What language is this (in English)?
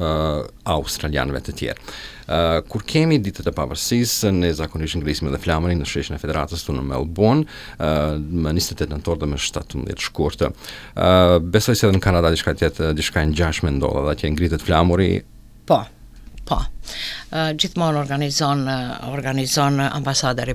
Albanian